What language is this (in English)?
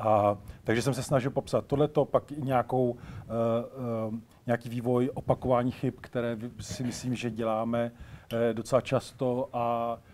Czech